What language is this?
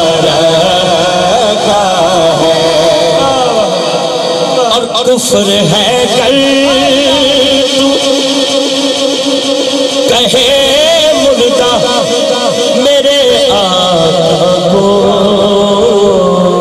Urdu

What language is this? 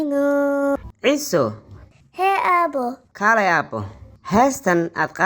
Somali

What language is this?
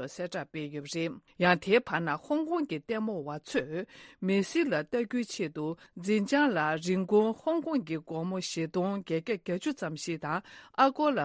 Tibetan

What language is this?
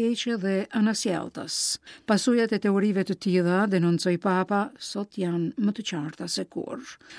Albanian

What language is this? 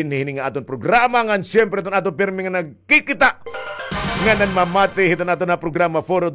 Waray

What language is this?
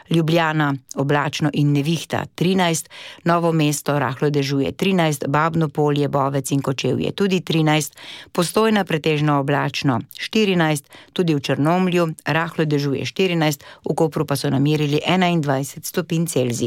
Slovenian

